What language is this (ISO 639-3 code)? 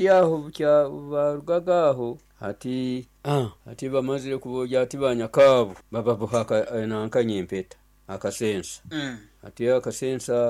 nyo